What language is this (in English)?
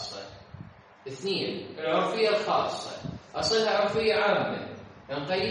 Mesopotamian Arabic